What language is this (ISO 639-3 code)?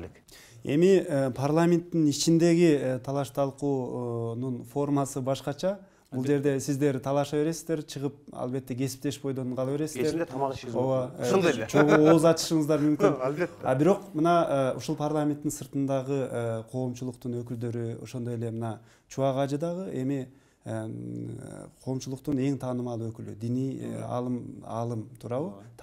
kir